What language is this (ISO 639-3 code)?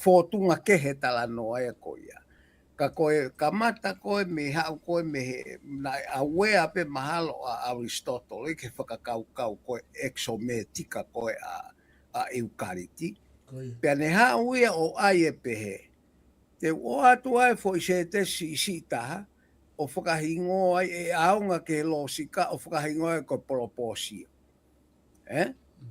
ton